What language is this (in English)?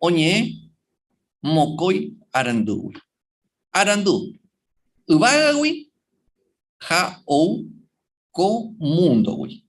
Guarani